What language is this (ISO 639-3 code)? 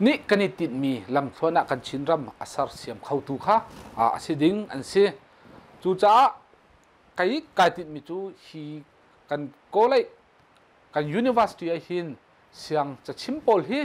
cnh